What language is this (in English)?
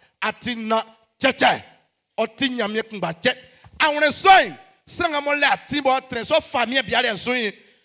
Baoulé